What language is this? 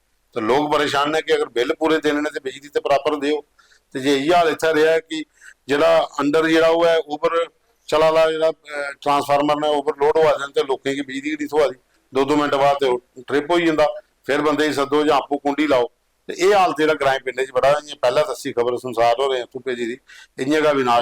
Dogri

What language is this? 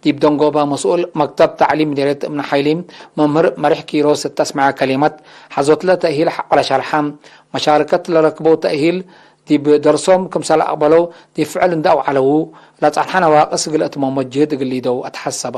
Tigre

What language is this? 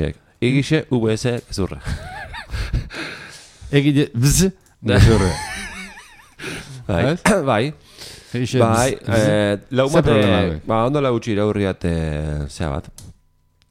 Basque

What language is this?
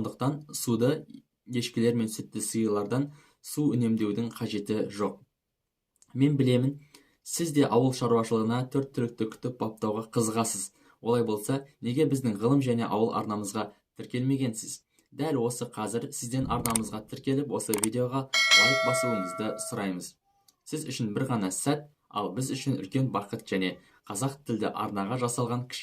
Kazakh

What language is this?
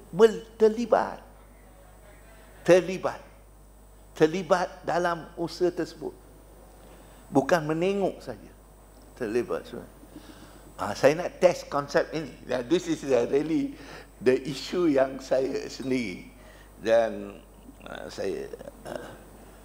Malay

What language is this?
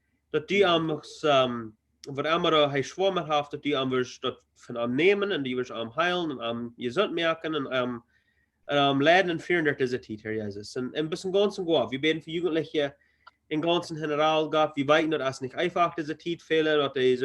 Plautdietsch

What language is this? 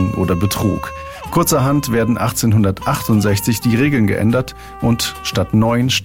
German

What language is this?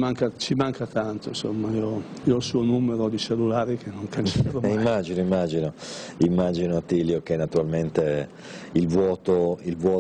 Italian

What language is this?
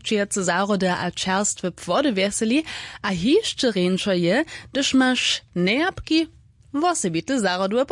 Upper Sorbian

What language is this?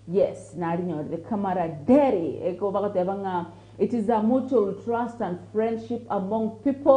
Gusii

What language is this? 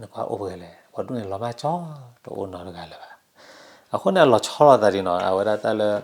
S'gaw Karen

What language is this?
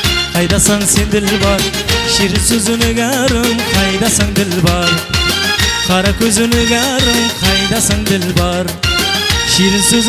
Kara-Kalpak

